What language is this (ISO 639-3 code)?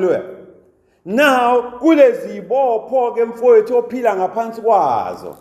zul